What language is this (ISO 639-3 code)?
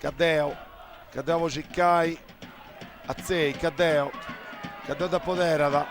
srd